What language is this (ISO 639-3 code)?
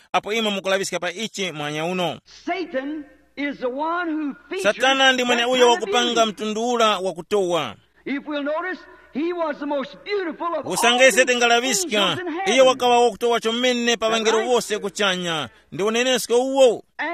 tum